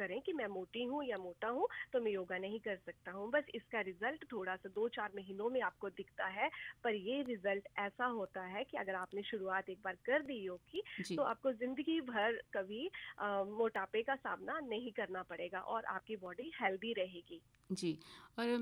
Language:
Hindi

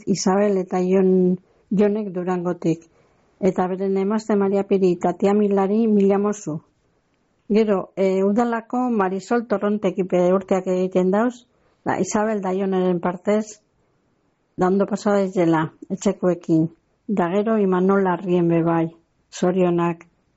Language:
Basque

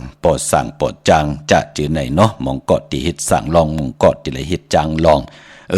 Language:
Shan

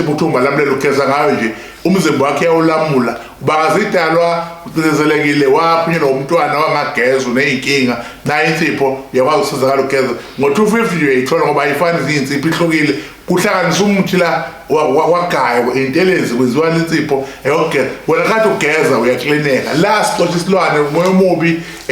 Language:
Zulu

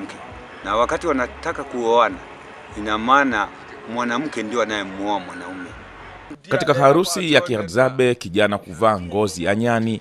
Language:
Swahili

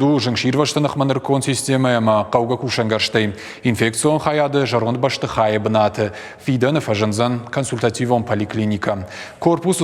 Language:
Ossetic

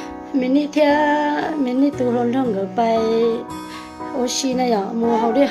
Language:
Hmong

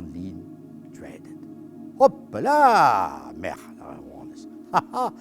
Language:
Breton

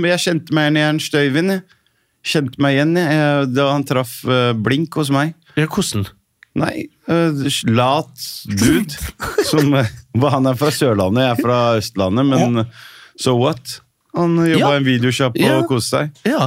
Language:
Norwegian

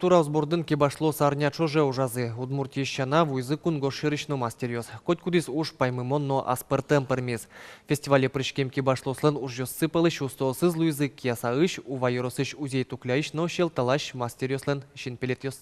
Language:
Udmurt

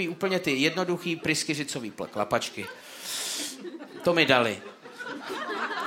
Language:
Czech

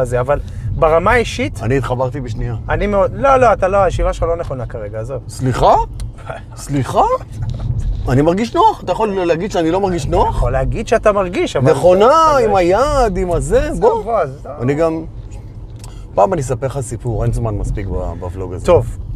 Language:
Hebrew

